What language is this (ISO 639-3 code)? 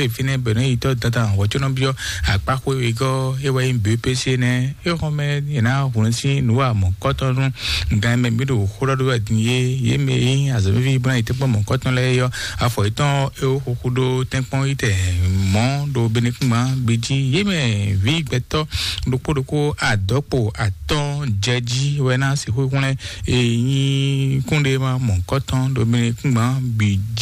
fon